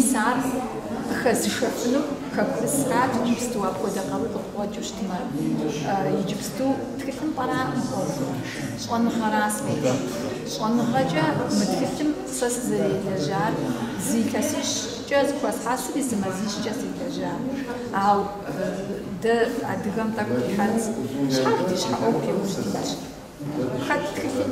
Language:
Kabardian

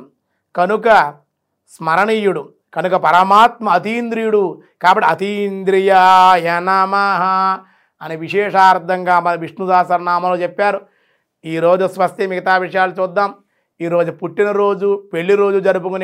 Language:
Telugu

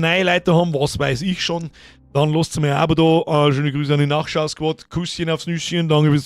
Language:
Bavarian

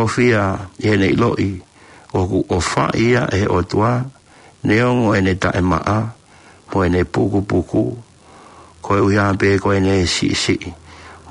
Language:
Tongan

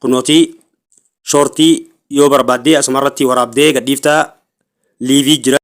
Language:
Oromo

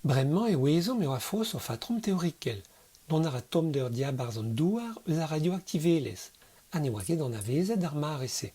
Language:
Breton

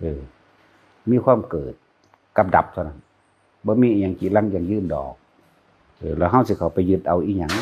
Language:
Northeastern Thai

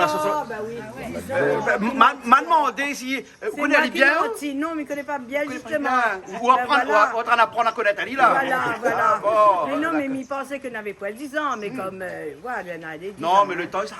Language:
Réunion Creole French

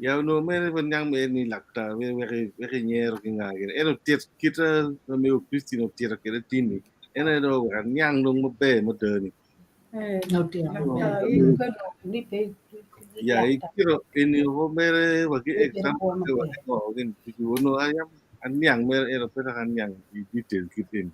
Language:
Acoli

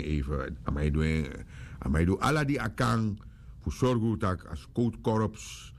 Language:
Sranan Tongo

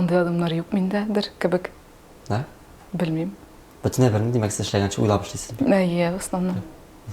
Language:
Tatar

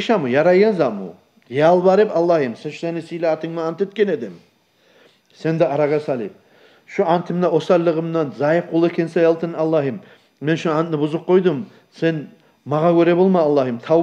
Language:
Kumyk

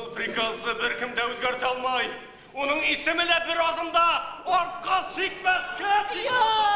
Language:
Bashkir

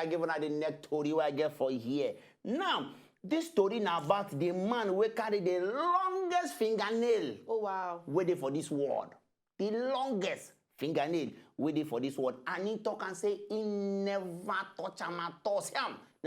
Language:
Nigerian Pidgin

